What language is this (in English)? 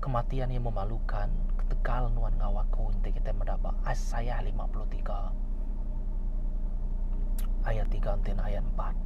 Iban